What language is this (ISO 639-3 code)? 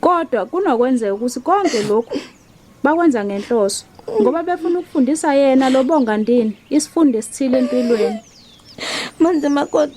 zul